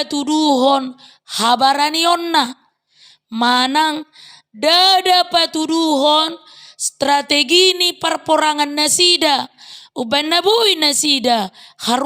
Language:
Batak Toba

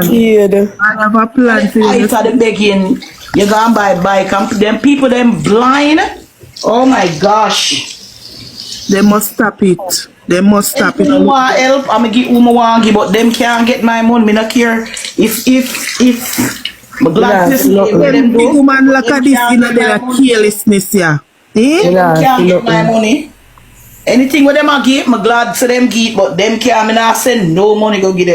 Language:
Jamaican Creole English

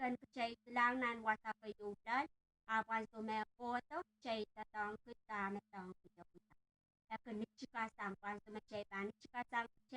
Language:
Pohnpeian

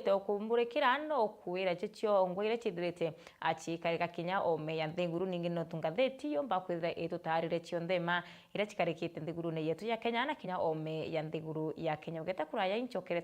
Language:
Meru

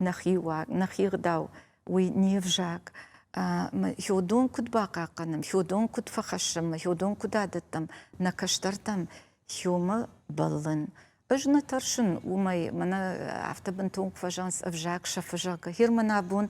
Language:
Ossetic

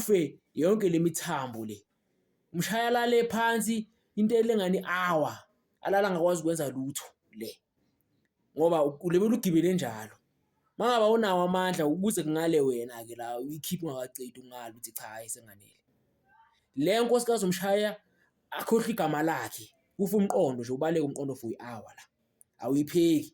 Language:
Zulu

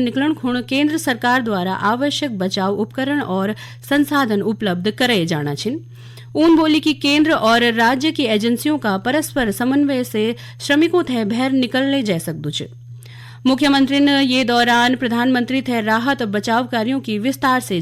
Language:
Garhwali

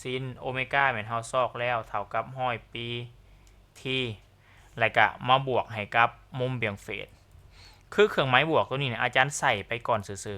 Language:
Lao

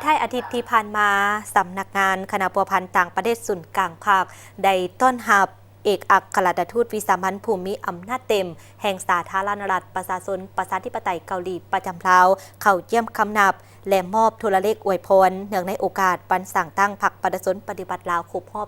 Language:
Lao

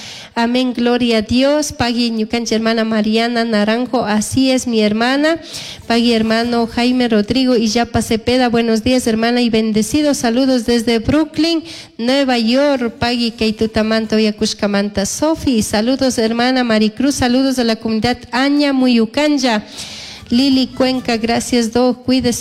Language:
Chimborazo Highland Quichua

